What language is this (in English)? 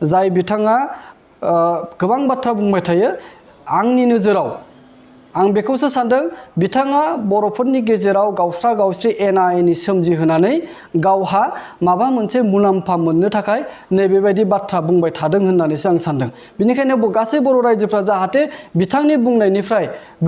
Bodo